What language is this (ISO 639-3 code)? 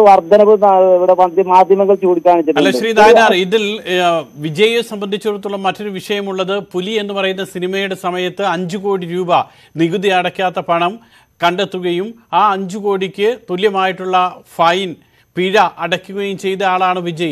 mal